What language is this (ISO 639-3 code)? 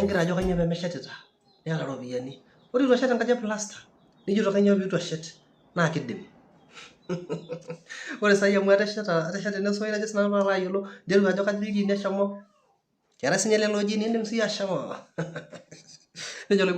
mas